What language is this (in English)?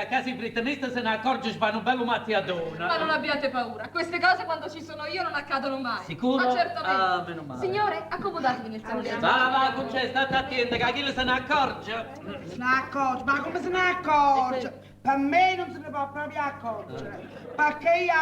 Neapolitan